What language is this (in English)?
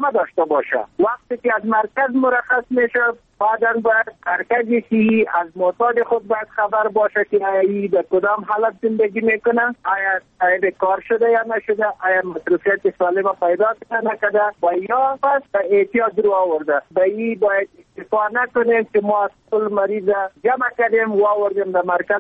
Persian